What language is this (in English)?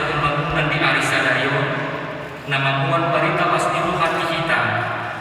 Batak Toba